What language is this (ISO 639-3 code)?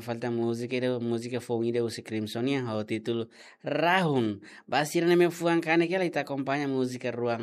tet